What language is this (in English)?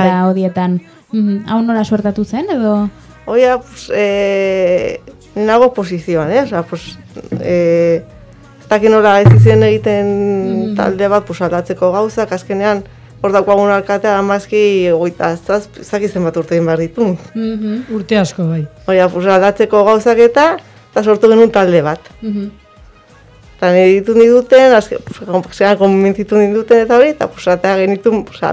Basque